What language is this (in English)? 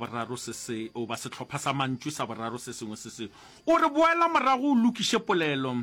Northern Sotho